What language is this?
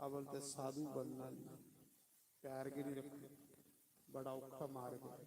Dogri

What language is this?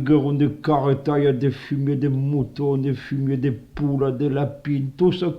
Occitan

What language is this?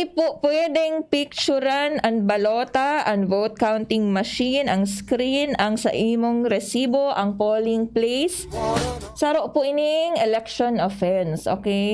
Bikol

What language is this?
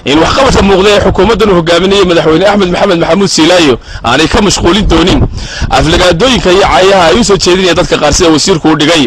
Somali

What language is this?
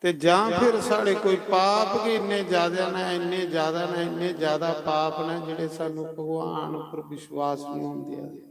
Dogri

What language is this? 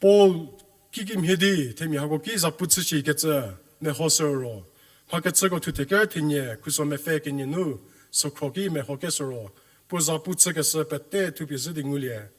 Angami Naga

